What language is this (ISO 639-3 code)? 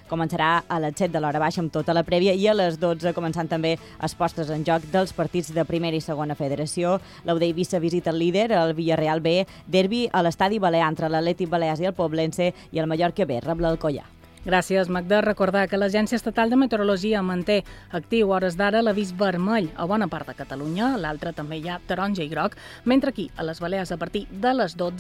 cat